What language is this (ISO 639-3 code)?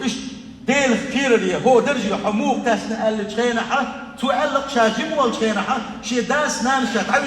che